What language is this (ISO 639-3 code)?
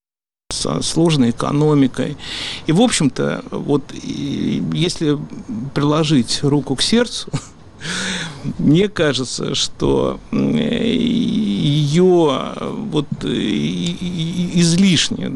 rus